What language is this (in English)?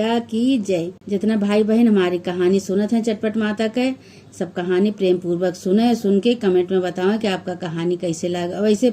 Awadhi